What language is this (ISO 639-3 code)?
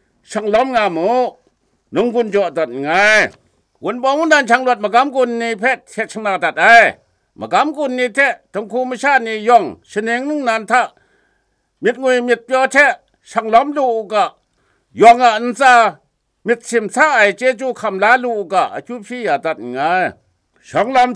kac